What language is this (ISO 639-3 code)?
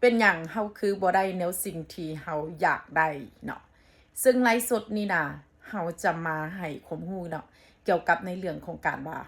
tts